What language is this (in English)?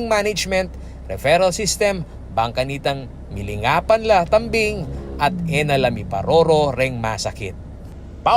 Pampanga